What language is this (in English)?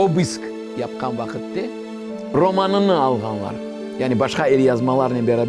Crimean Tatar